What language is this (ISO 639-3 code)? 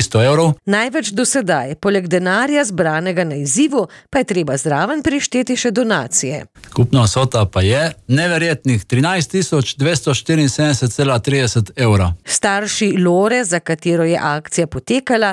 slv